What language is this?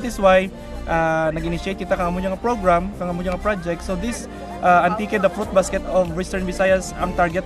Kinaray-a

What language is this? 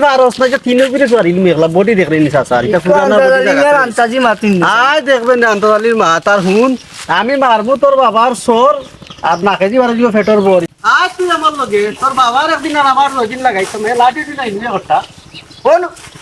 Sylheti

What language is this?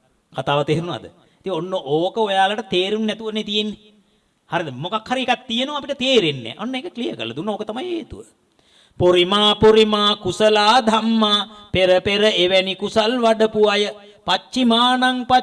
Sinhala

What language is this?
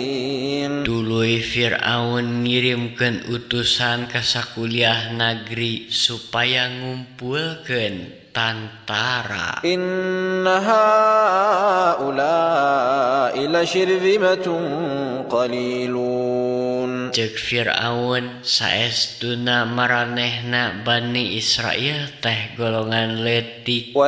Sundanese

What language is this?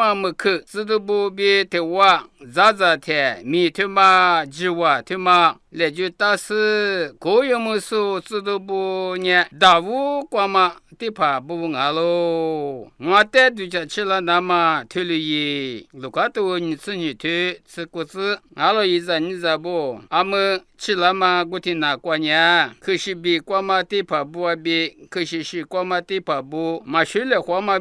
Lisu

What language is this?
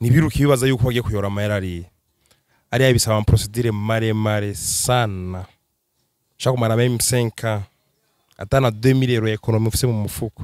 Rundi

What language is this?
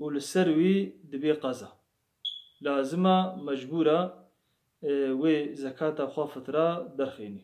Kurdish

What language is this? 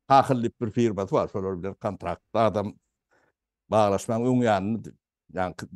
Turkmen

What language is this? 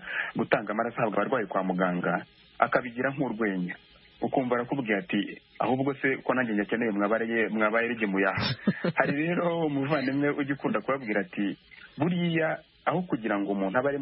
Kinyarwanda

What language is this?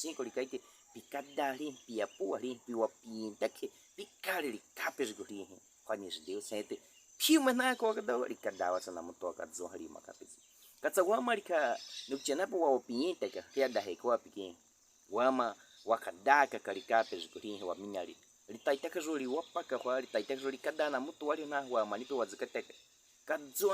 Baniwa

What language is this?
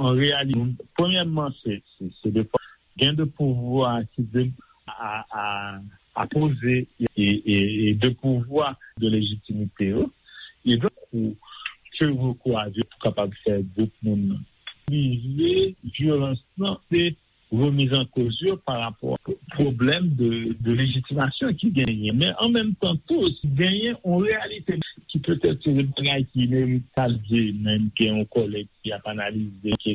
Haitian Creole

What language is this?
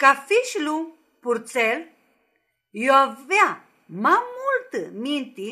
Aromanian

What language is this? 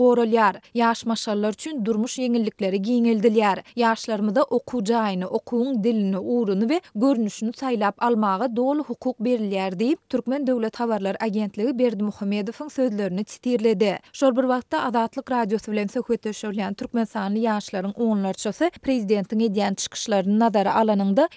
Turkmen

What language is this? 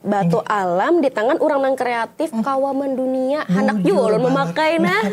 Banjar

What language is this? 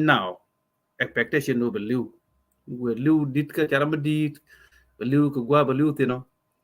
Nuer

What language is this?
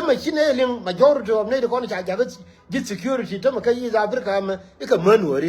Nuer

